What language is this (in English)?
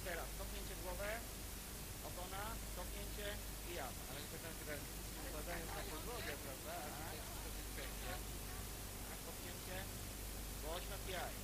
Polish